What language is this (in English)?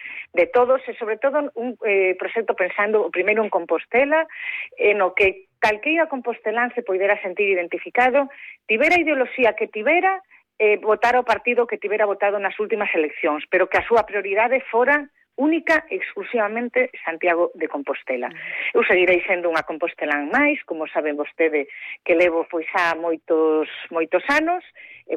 Galician